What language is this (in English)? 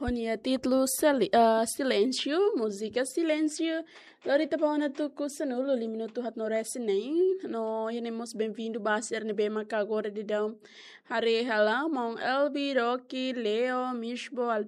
Tetum